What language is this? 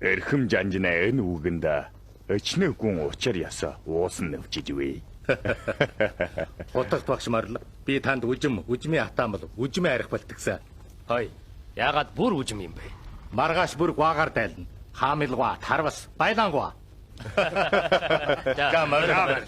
Mongolian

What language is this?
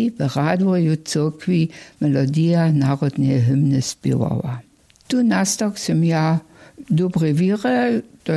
Upper Sorbian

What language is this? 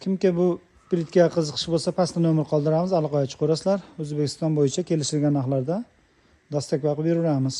Uzbek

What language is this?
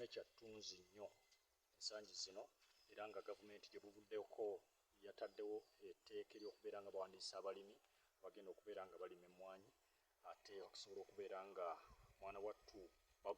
Ganda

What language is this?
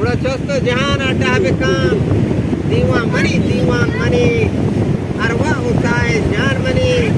Eastern Balochi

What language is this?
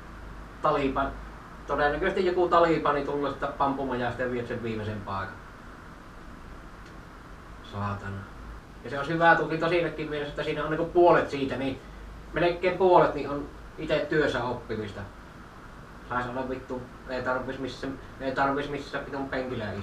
Finnish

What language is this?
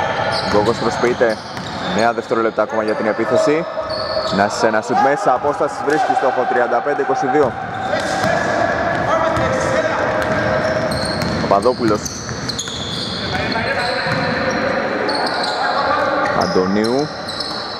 Greek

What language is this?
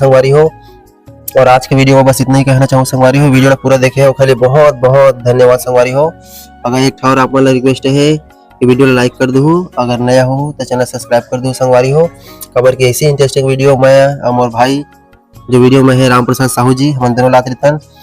Chhattisgarhi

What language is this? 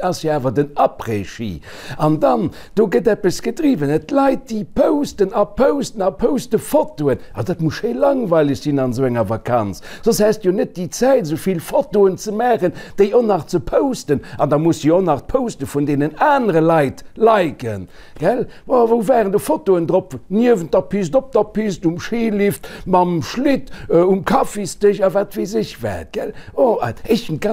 Luxembourgish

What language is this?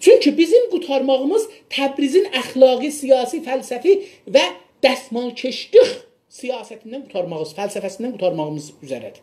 South Azerbaijani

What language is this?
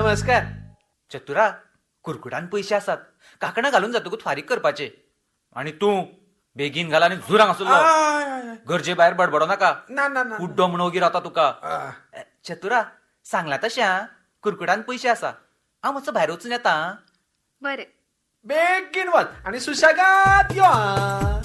Konkani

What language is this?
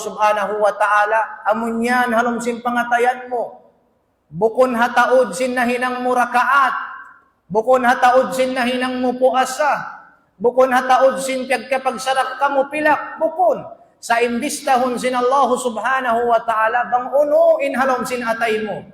Tausug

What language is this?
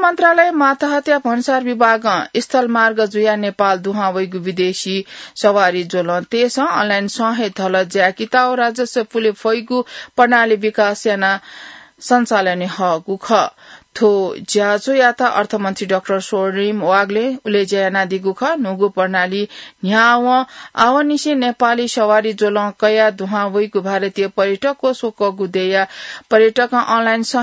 Newari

